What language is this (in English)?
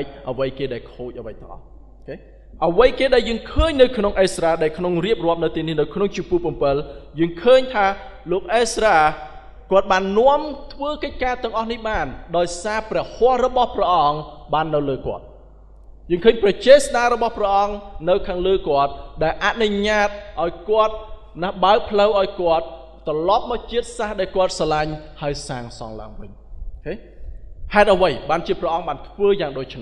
Khmer